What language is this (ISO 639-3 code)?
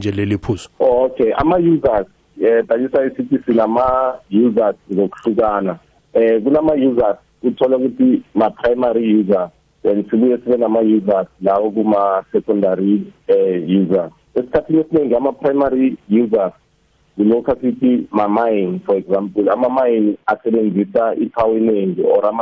nbl